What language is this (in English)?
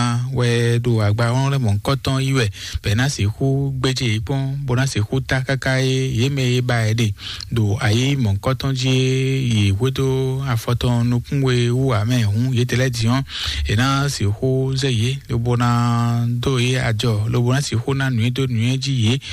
Fon